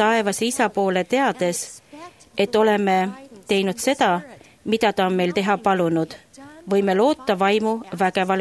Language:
Estonian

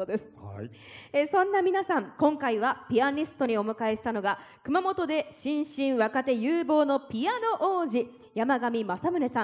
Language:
Japanese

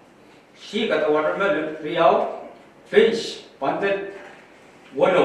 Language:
Pohnpeian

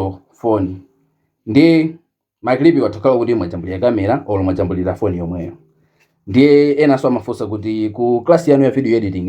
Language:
Nyanja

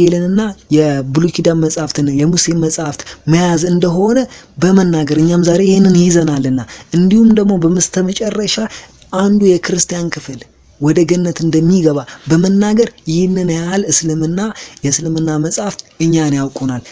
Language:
Amharic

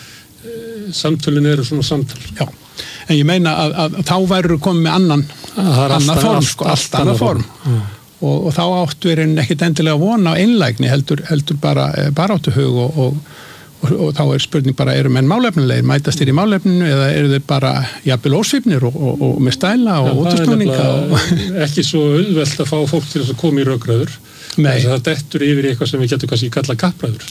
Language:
Icelandic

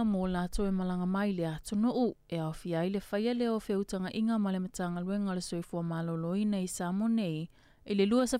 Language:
Samoan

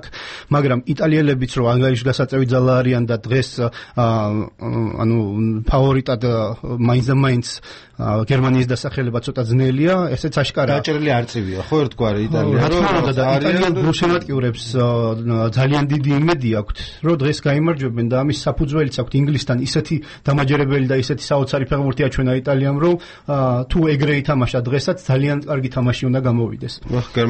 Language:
Georgian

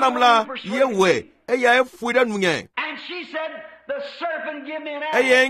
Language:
Ewe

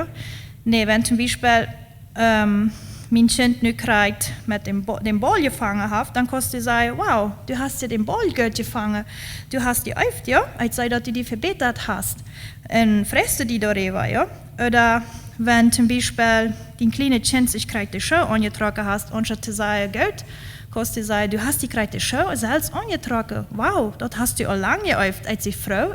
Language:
Plautdietsch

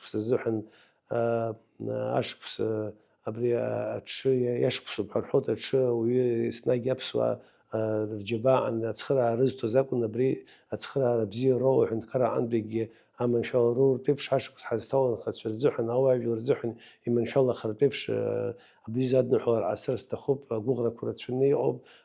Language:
Abkhazian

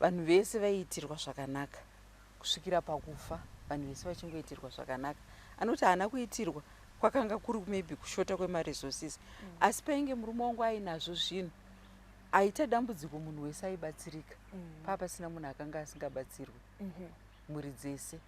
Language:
Shona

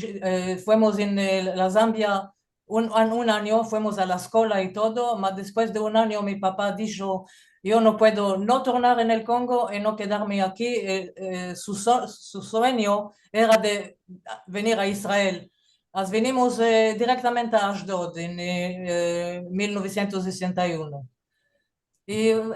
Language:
Ladino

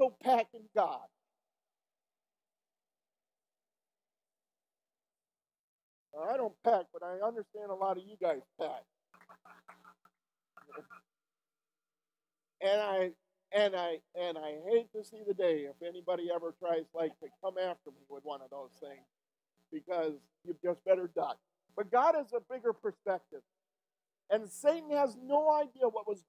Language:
English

